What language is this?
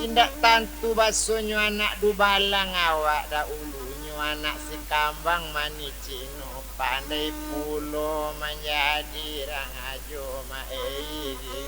Minangkabau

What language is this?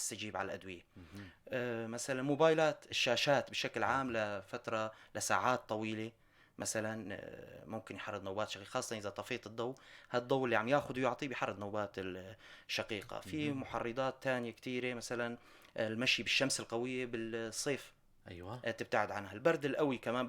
North Levantine Arabic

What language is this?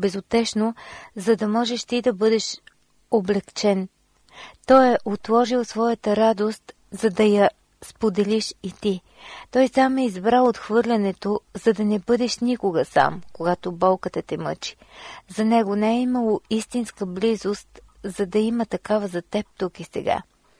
Bulgarian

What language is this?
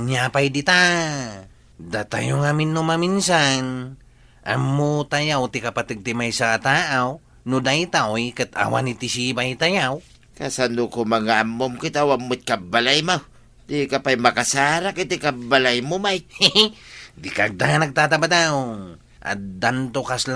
Iloko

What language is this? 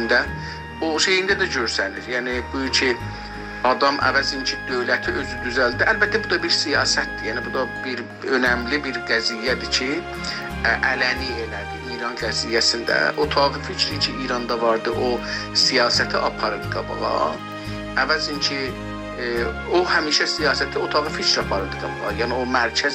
South Azerbaijani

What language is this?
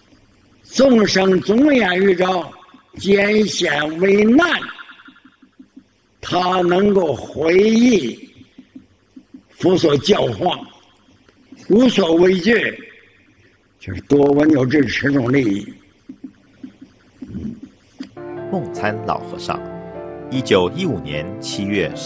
Chinese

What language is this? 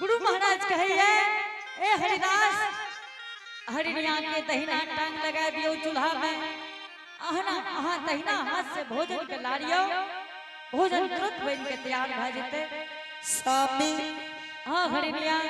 Angika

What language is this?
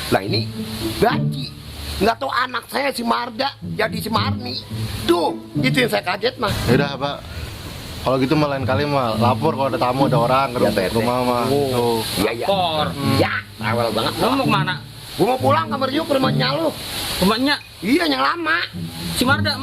Betawi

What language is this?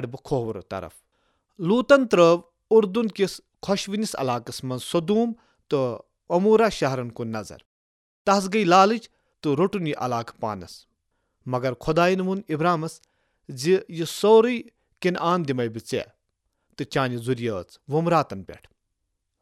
Kashmiri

